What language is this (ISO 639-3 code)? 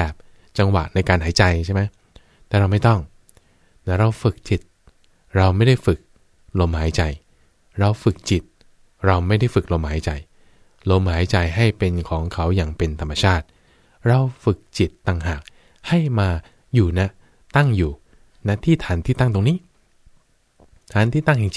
tha